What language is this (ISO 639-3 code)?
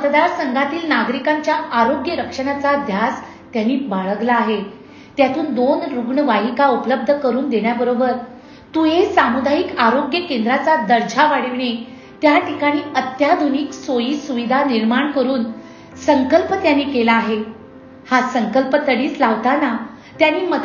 mar